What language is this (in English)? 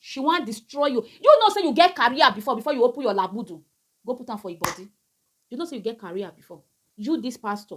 Nigerian Pidgin